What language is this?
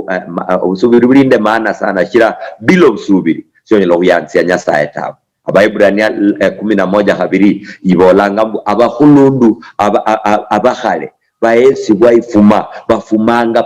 Luyia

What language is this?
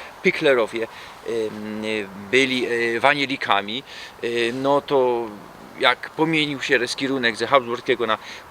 Silesian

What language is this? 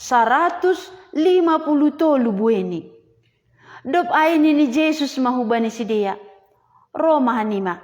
Batak Simalungun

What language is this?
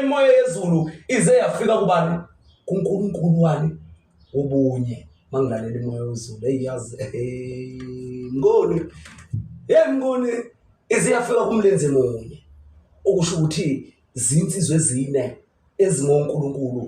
Zulu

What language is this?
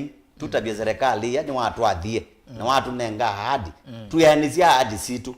Kamba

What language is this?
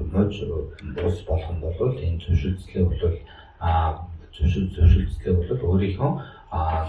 Mongolian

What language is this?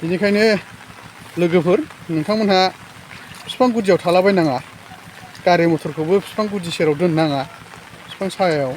Bodo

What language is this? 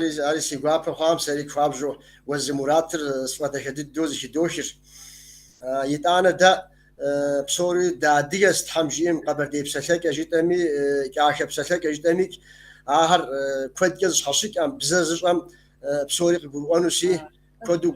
Kabardian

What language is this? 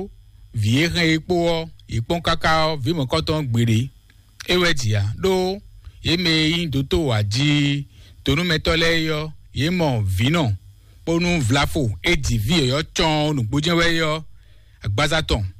Fon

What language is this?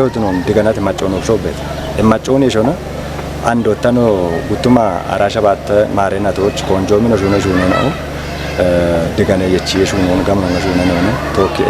Kafa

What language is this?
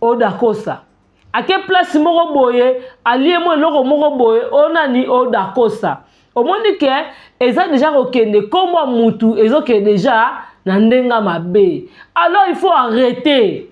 Lingala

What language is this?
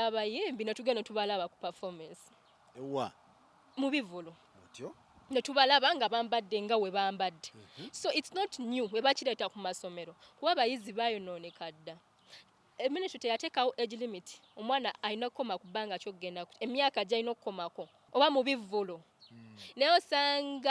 Ganda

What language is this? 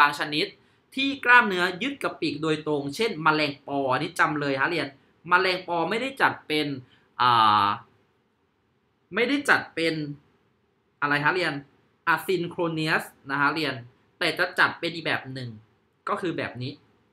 Thai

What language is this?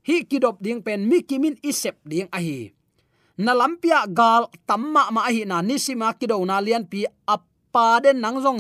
Tedim Chin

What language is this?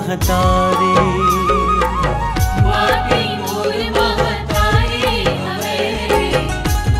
Chhattisgarhi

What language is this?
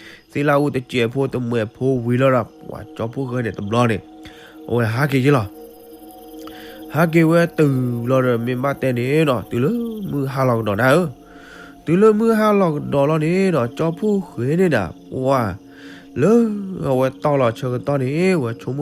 S'gaw Karen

